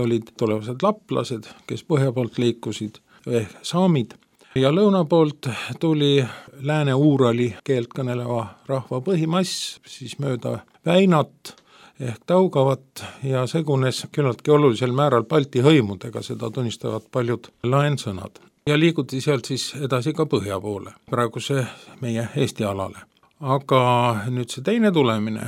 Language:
Estonian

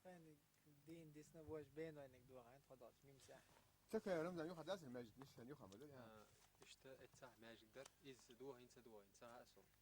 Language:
Chechen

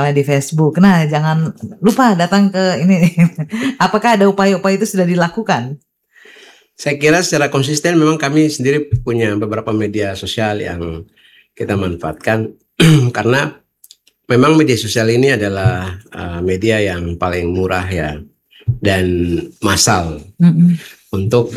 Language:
Indonesian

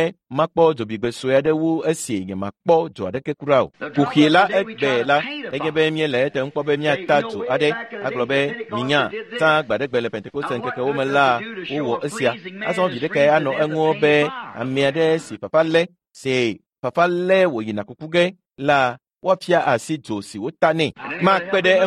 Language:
Ewe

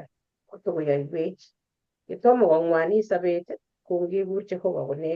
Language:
Kalenjin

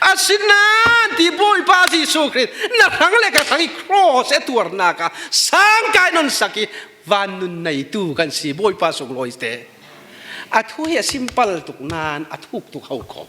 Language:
Falam Chin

